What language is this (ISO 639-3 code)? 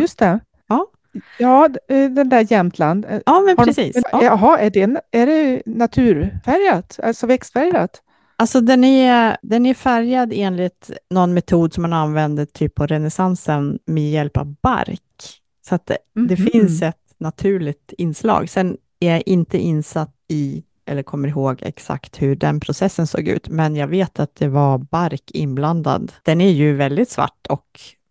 swe